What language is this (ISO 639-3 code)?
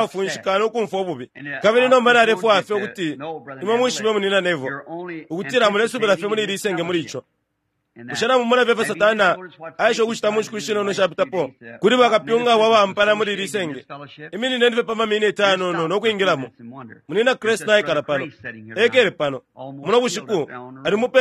bem